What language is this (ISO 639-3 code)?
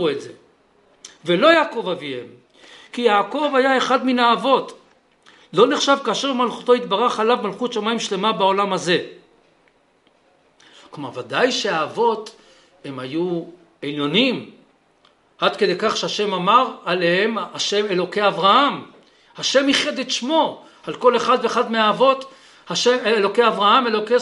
heb